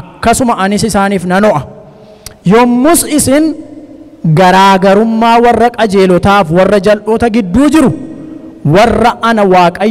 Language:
Oromo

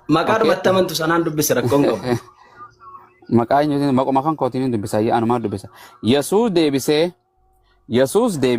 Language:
Oromo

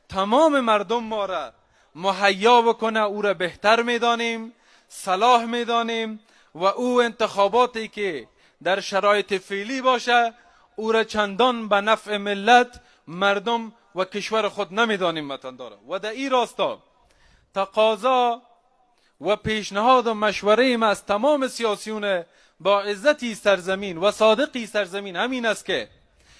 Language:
Persian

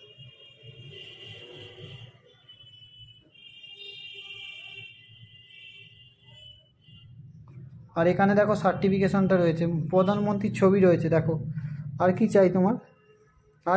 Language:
Bangla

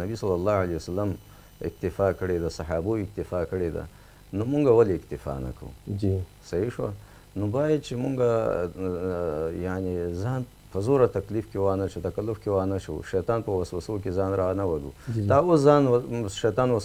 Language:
Pashto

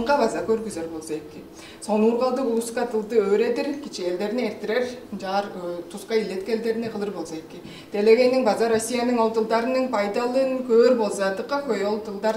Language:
Tuvinian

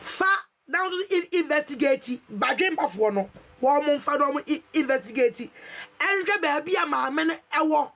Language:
Akan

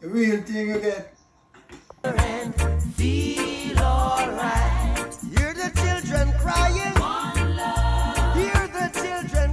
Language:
Jamaican Creole English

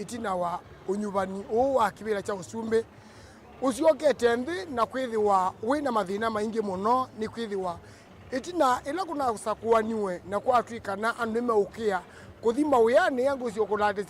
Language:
Kamba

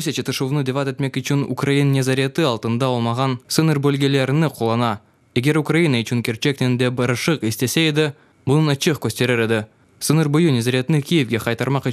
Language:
Crimean Tatar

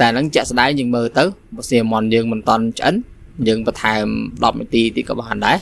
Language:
Khmer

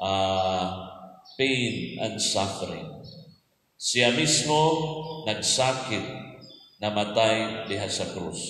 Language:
Cebuano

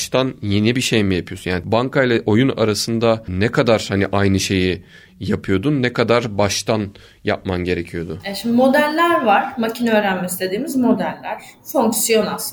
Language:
Turkish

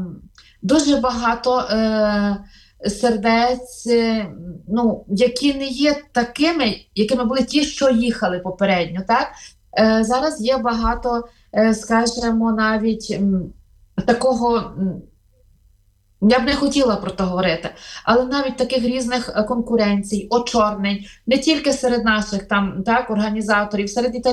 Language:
Ukrainian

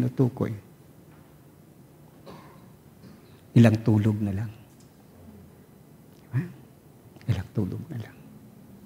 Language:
Filipino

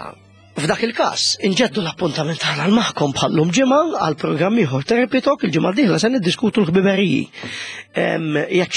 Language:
Maltese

